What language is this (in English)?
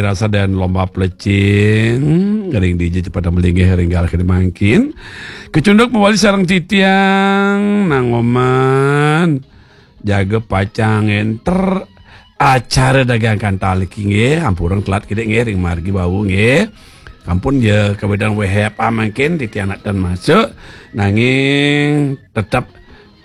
Balinese